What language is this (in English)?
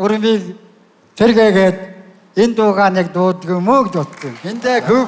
Mongolian